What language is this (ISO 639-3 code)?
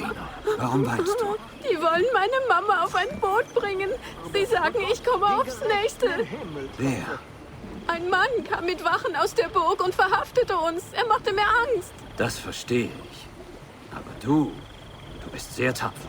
bar